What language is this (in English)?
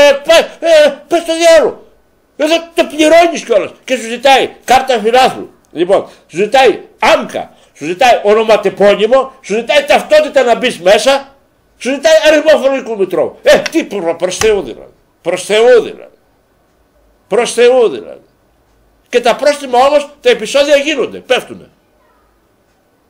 Greek